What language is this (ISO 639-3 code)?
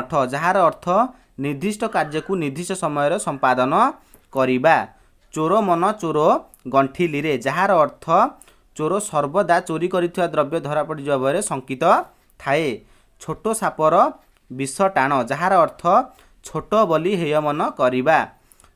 ori